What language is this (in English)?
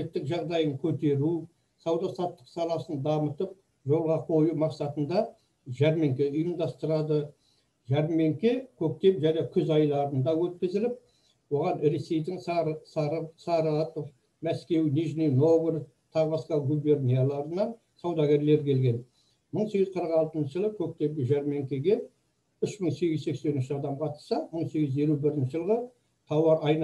Kazakh